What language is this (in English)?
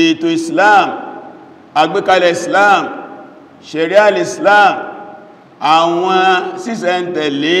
Yoruba